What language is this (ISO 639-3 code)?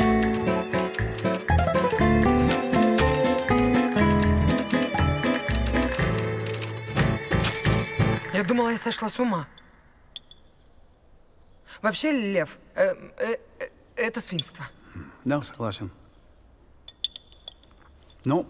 rus